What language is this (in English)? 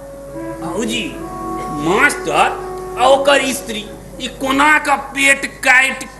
Maithili